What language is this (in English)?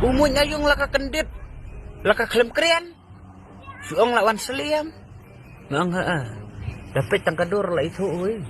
Khasi